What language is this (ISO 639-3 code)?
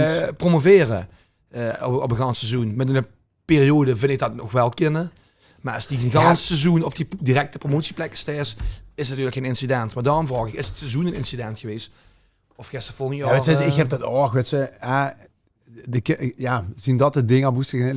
lim